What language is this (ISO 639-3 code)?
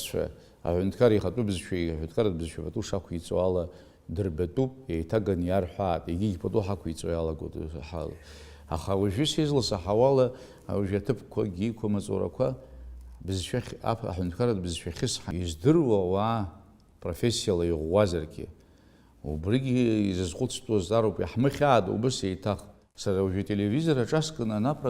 abk